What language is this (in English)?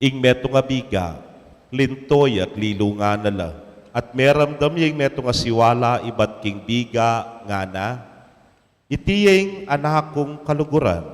Pampanga